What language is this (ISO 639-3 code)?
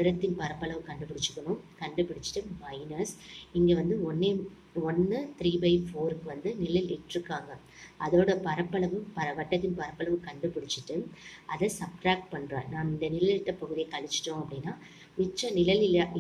tam